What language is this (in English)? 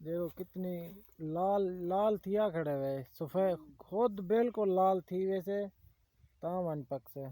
Saraiki